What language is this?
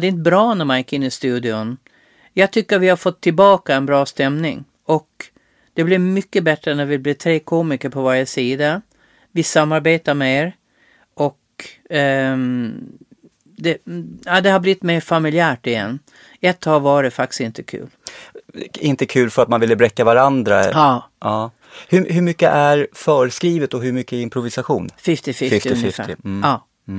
Swedish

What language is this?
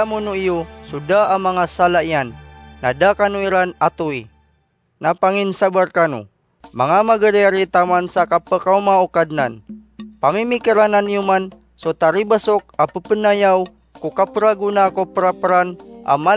Maranao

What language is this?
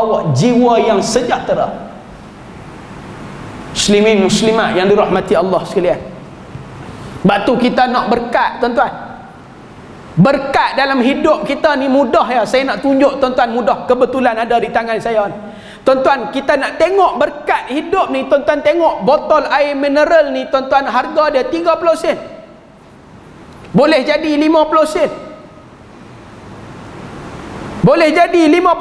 Malay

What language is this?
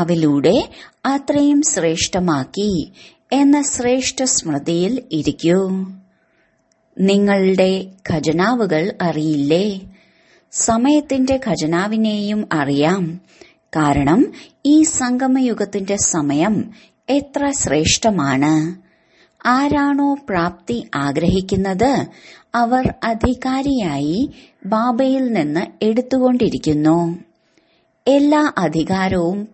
Malayalam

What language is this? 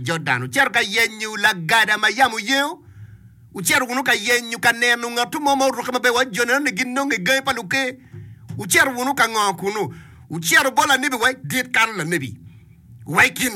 Acoli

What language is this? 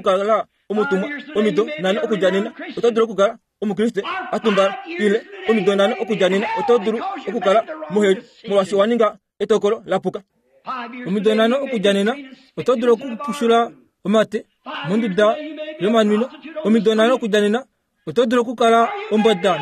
Kuanyama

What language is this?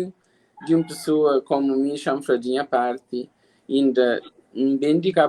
Kabuverdianu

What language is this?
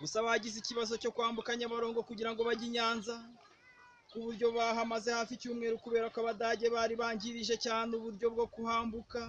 Kinyarwanda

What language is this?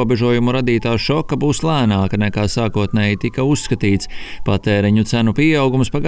Latvian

